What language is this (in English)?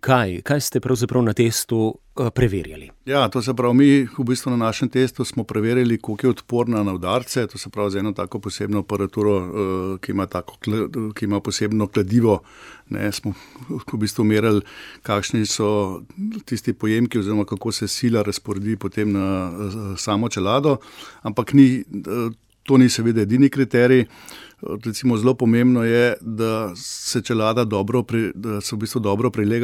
Slovenian